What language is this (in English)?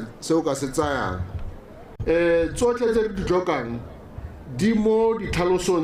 Tswana